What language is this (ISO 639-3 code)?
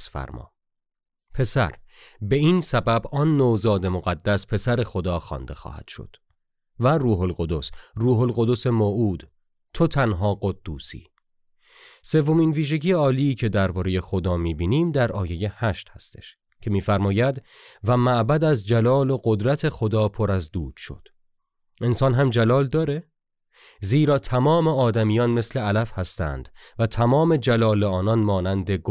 fas